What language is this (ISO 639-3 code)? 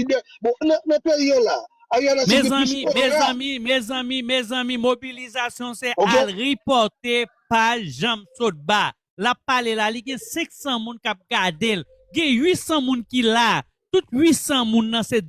hat